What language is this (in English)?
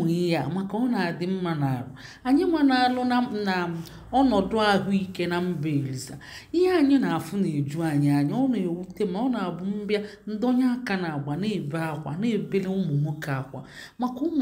Igbo